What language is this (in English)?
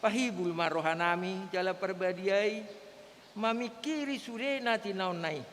Batak Toba